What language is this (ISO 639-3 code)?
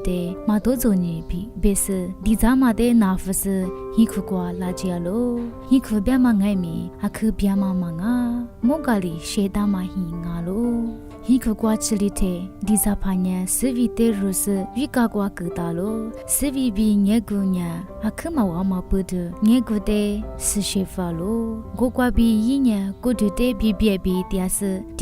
lis